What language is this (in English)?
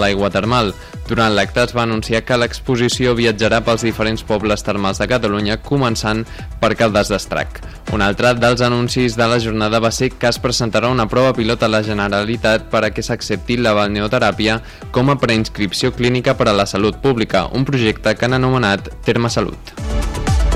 Catalan